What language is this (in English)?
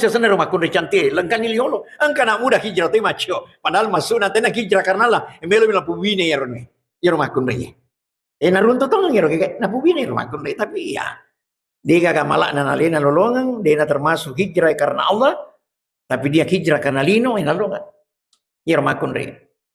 Buginese